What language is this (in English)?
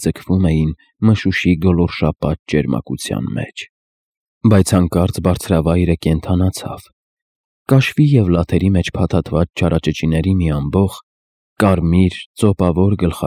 Armenian